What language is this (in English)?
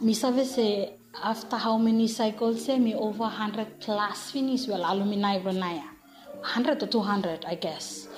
Bislama